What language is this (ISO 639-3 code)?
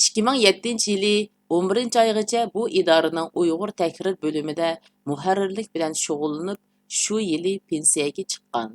uig